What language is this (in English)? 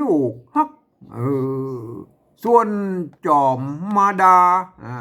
Northern Thai